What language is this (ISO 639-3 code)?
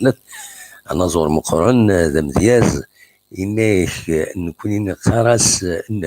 kab